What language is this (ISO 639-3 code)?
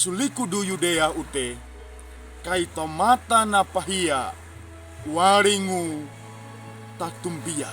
sxn